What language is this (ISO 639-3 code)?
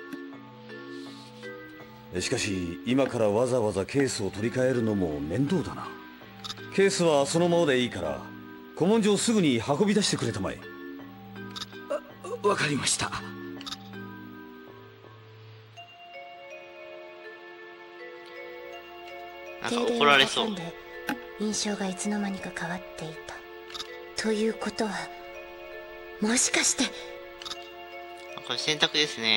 jpn